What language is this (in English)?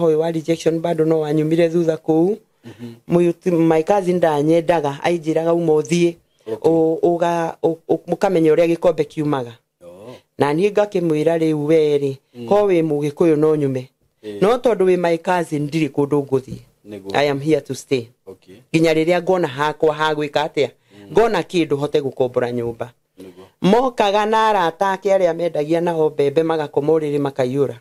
Kikuyu